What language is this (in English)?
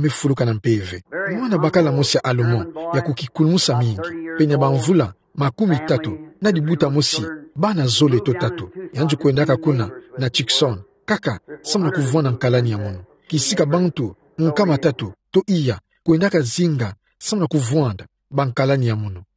Kituba (Democratic Republic of Congo)